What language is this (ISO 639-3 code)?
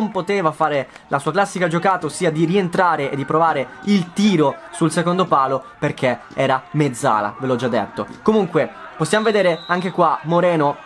ita